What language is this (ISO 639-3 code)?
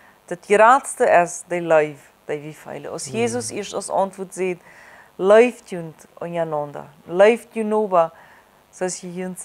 pdt